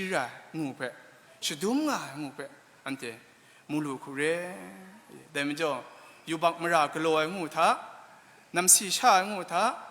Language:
Kachin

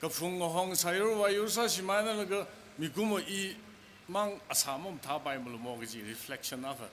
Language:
Tangkhul Naga (India)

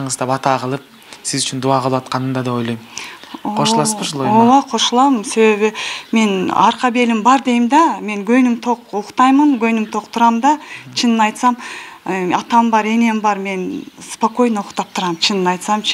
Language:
Kyrgyz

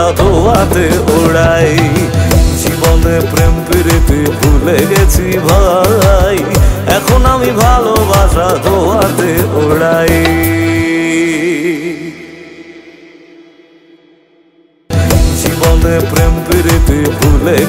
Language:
Bangla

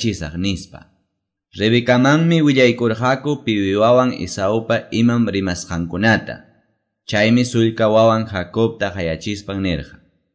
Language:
Quechua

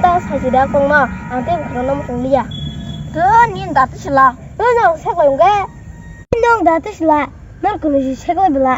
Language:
Kok Borok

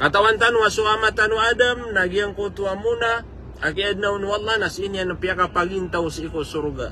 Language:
Maranao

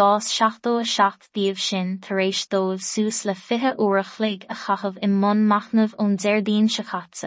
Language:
Irish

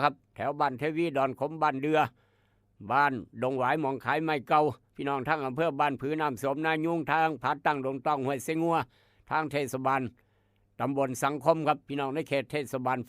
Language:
Northeastern Thai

